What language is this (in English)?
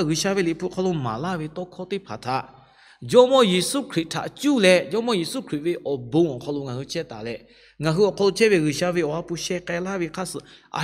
Lahu